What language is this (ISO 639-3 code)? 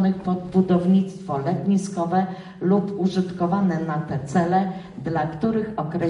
pol